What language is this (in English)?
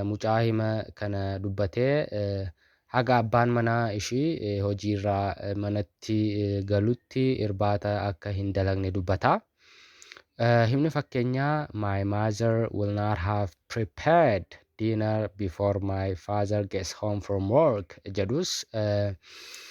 Oromo